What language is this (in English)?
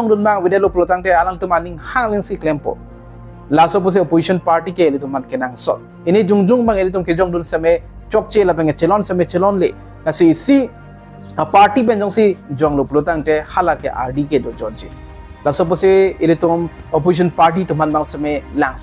Karbi